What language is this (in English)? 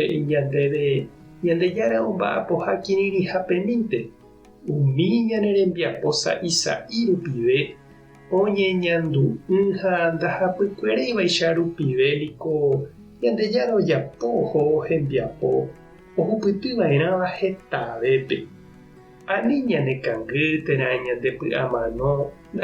Guarani